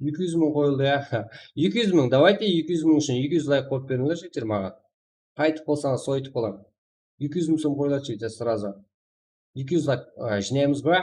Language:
Kara-Kalpak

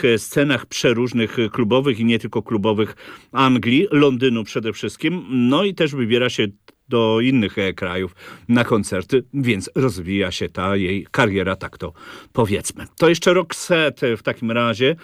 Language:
Polish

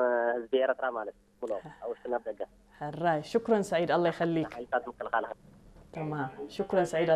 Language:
Tigrinya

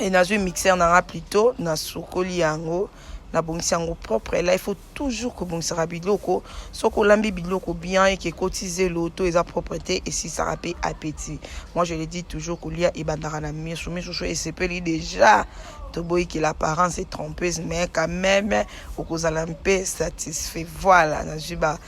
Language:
Lingala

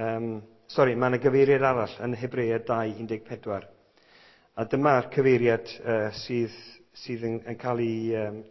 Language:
Welsh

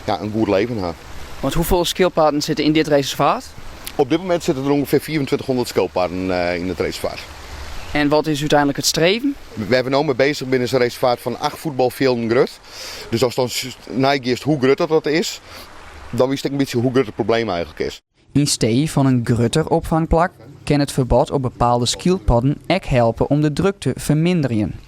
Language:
Western Frisian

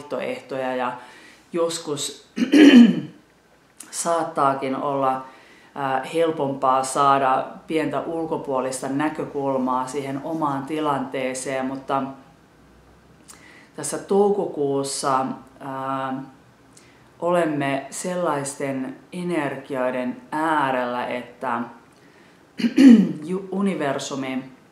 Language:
Finnish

